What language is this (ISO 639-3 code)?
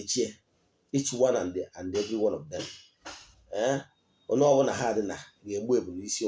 ibo